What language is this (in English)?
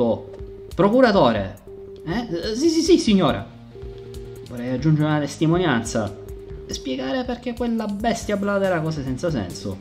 Italian